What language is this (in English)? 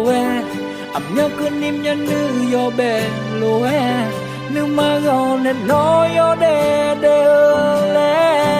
Akha